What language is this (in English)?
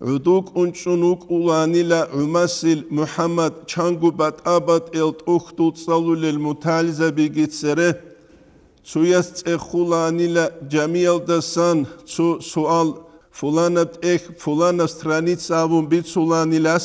Avaric